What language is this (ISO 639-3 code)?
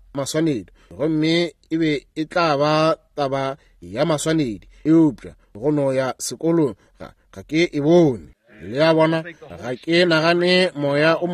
nso